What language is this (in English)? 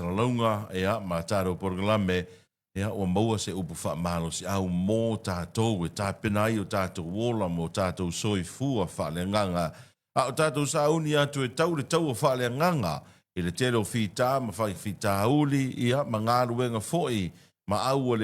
Samoan